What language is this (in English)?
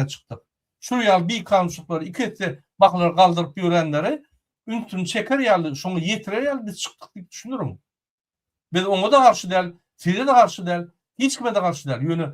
Turkmen